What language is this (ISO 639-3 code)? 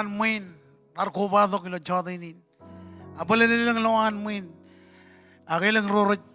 mah